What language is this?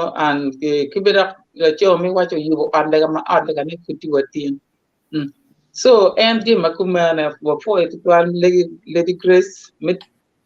Acoli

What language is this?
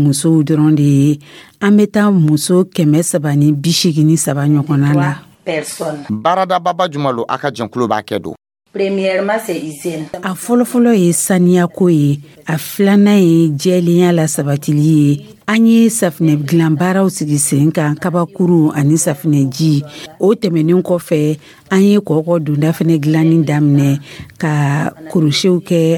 Dyula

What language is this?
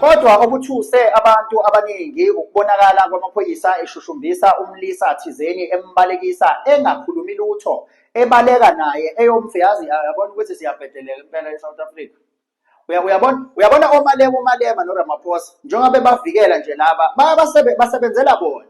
Zulu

